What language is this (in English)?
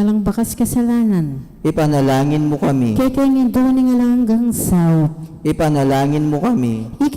Pampanga